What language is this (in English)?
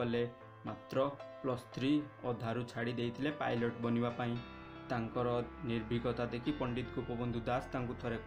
Odia